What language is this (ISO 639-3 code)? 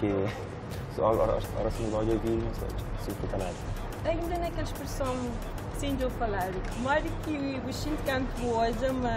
kea